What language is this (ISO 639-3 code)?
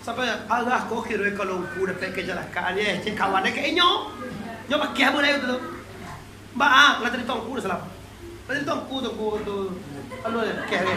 min